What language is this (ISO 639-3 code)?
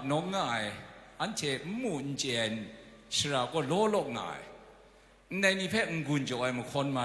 kac